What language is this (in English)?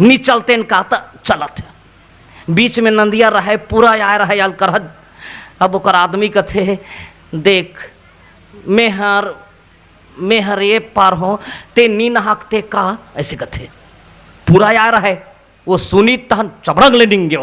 Chhattisgarhi